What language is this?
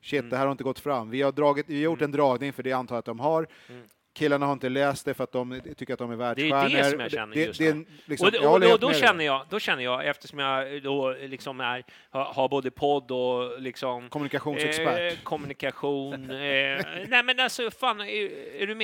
Swedish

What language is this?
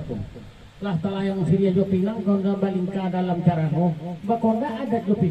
Minangkabau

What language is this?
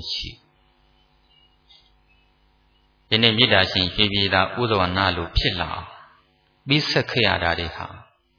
Burmese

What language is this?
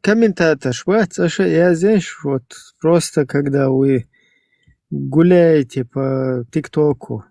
Chechen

